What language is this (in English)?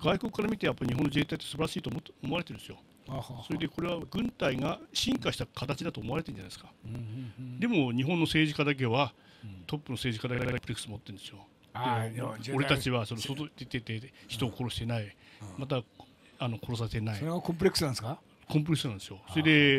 Japanese